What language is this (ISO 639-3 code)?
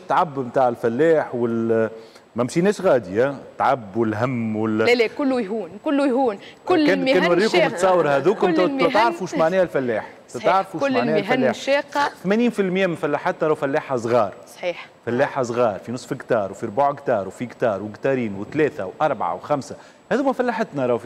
aeb